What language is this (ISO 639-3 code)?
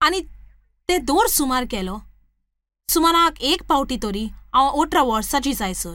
kok